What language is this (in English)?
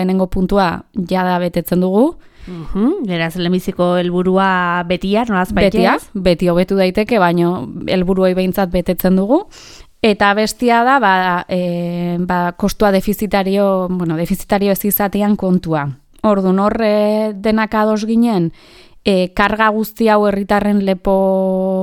Basque